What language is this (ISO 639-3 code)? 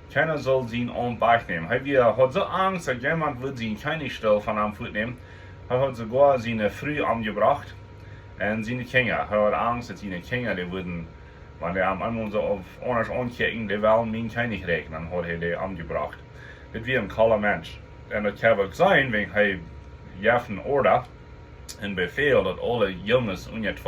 pdt